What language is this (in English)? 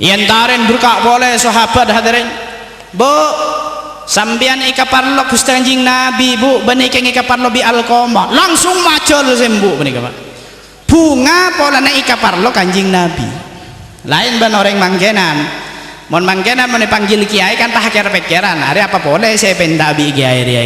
Madurese